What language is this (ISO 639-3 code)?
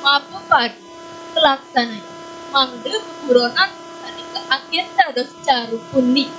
ban